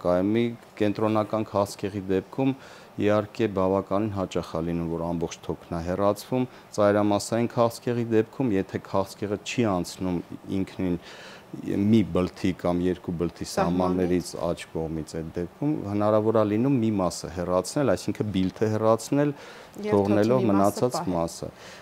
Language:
Armenian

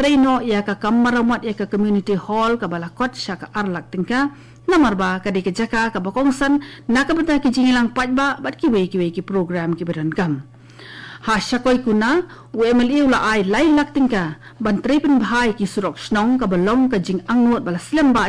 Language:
Khasi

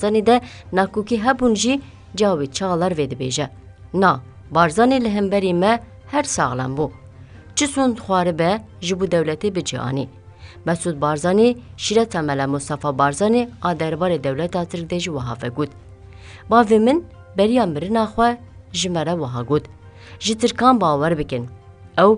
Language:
Kurdish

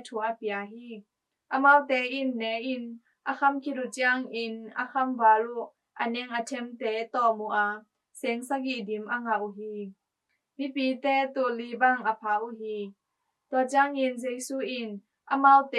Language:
Tedim Chin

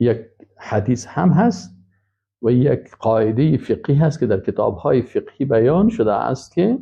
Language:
Persian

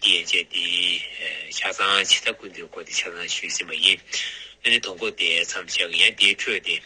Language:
Tibetan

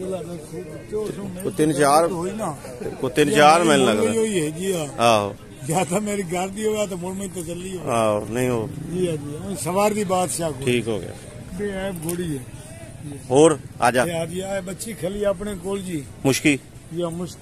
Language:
Punjabi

